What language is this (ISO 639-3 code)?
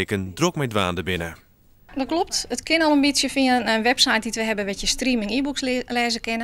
fry